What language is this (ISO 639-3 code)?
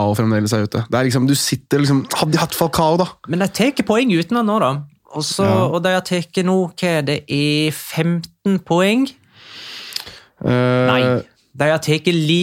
nor